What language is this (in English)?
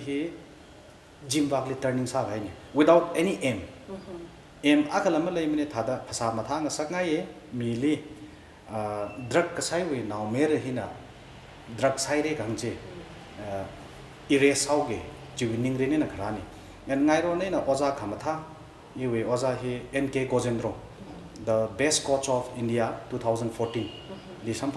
Tangkhul Naga (India)